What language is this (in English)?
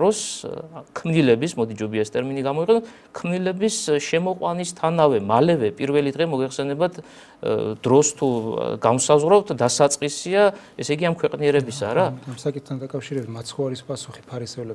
Georgian